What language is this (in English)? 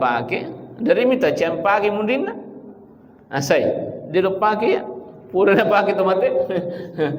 Buginese